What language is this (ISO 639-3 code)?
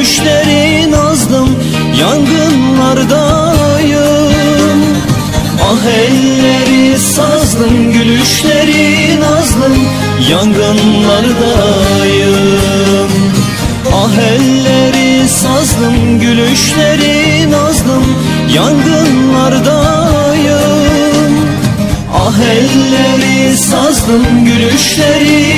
tur